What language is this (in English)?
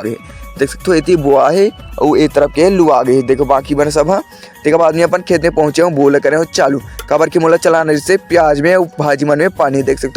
Chhattisgarhi